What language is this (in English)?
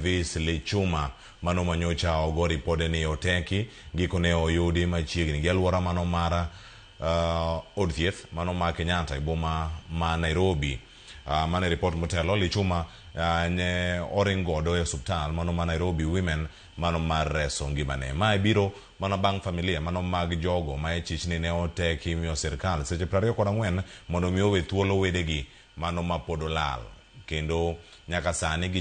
Luo (Kenya and Tanzania)